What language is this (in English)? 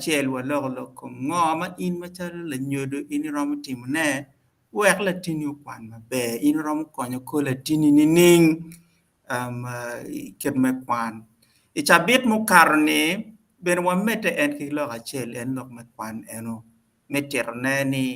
Acoli